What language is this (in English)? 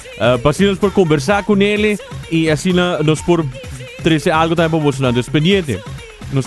Papiamento